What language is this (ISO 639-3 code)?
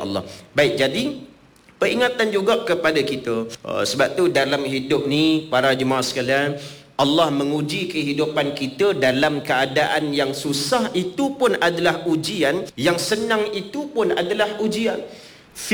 msa